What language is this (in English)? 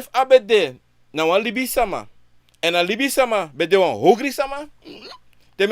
Sranan Tongo